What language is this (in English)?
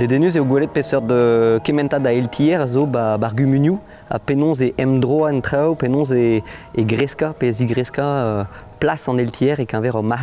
Breton